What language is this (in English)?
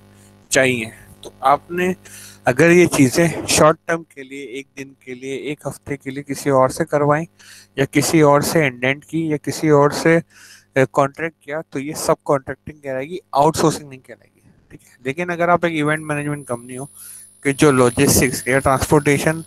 Hindi